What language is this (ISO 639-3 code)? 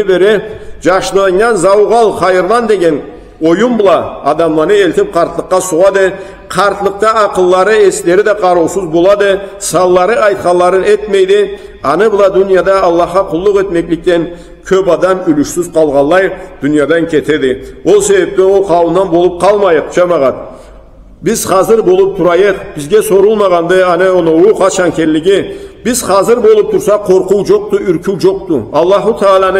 krc